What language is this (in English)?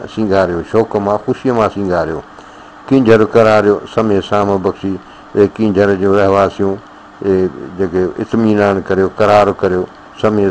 Sindhi